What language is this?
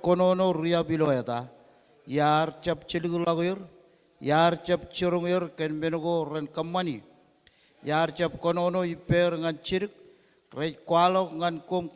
Marshallese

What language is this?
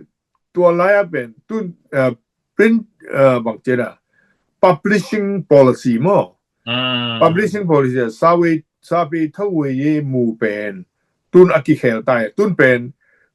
Tedim Chin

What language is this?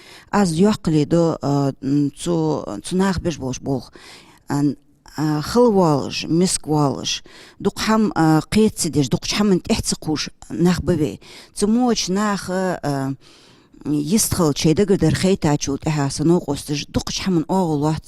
Ingush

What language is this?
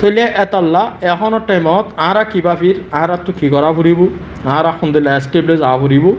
Rohingya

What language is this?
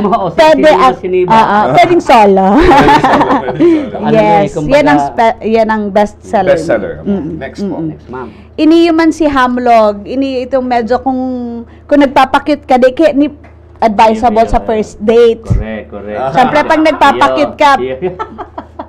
Bikol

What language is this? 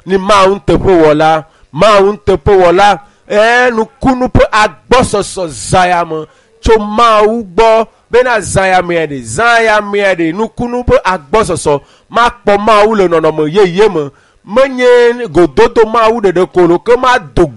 Ewe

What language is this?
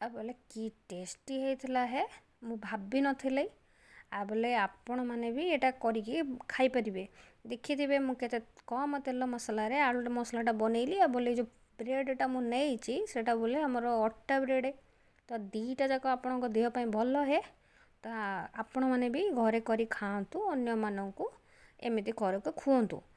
Odia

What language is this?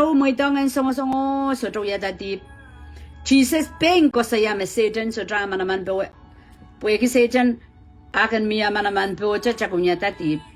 Pohnpeian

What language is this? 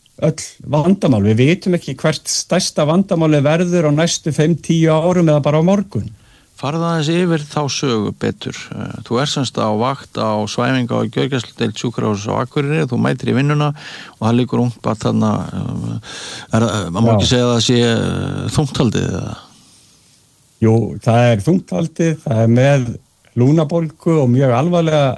Icelandic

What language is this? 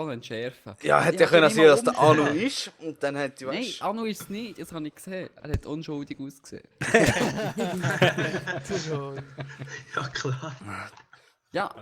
Swiss German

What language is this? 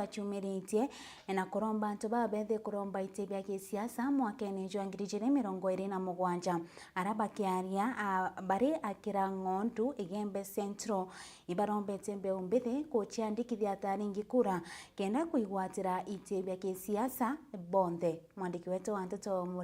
Meru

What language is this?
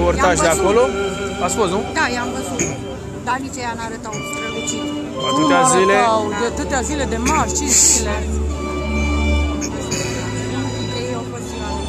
Romanian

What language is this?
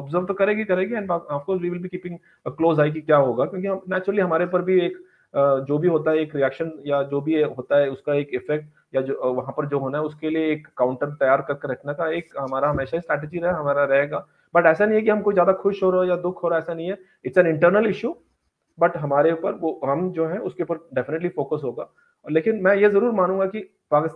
Hindi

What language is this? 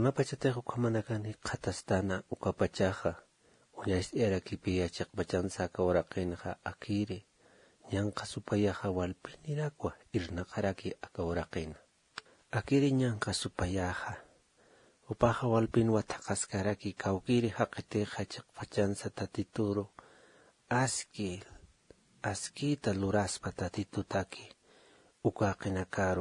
Aymara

